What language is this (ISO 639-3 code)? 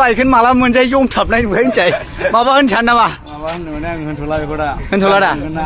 brx